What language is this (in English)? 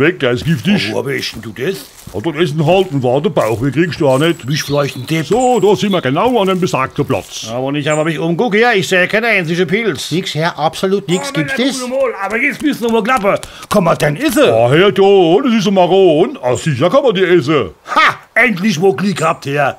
Palatine German